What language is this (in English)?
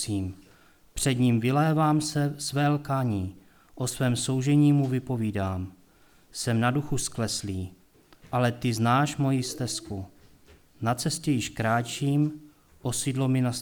Czech